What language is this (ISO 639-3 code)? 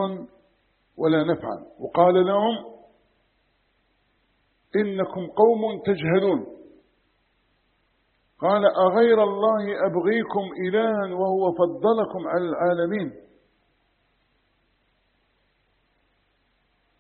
ara